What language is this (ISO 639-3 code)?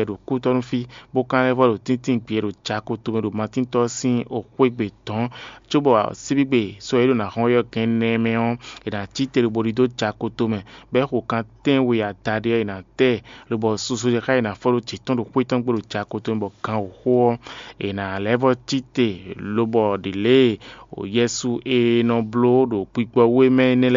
fon